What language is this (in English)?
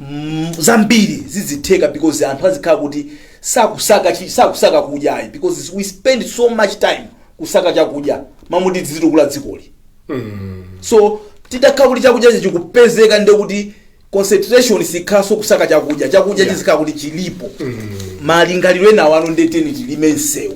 Nyanja